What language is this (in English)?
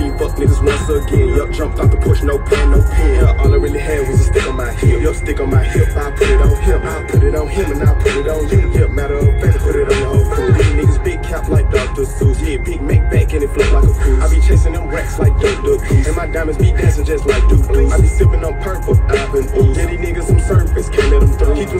English